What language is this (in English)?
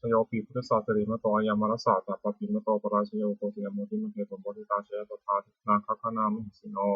Pali